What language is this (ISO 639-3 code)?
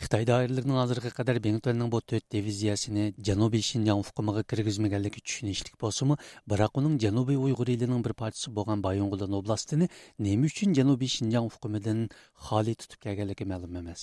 uig